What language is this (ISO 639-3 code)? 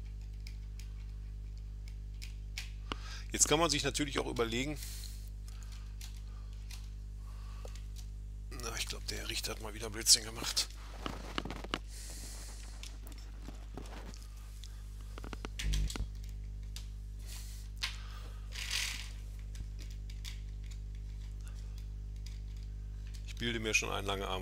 deu